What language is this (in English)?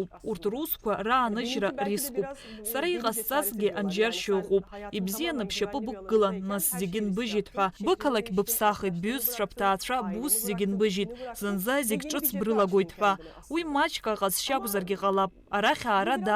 Abkhazian